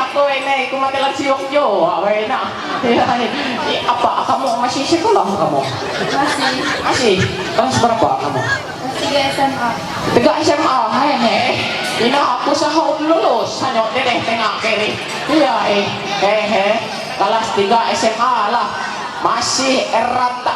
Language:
Ma'anyan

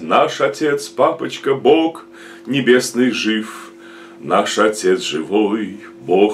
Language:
Russian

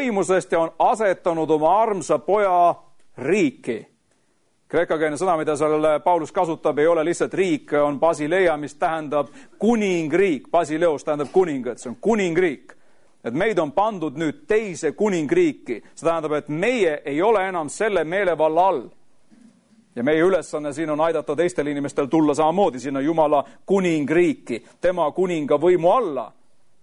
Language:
Estonian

